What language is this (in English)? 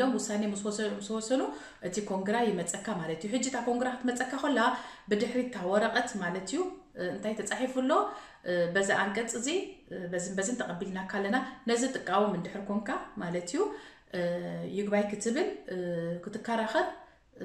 Tigrinya